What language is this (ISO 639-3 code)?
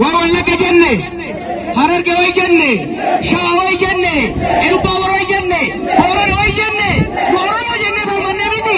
orm